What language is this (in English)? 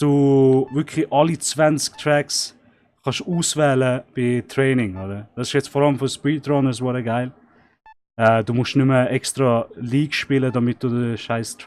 Swiss German